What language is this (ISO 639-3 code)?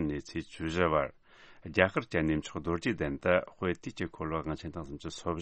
bod